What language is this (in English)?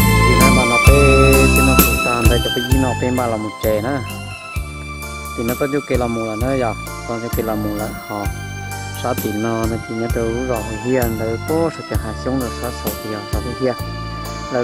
Vietnamese